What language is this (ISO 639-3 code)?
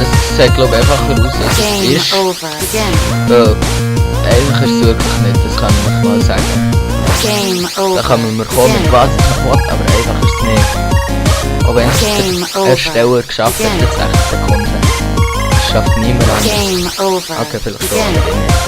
gsw